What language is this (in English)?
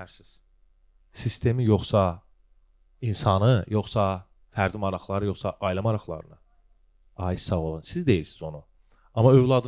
Azerbaijani